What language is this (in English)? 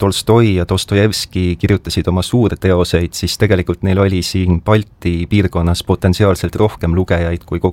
Estonian